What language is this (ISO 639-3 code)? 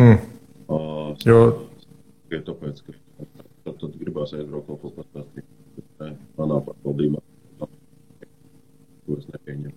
lav